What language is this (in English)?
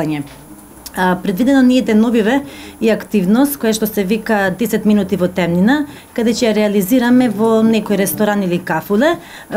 Macedonian